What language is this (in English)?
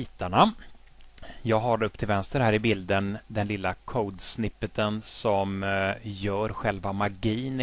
Swedish